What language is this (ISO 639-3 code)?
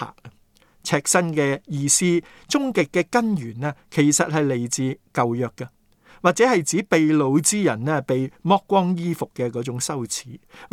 yue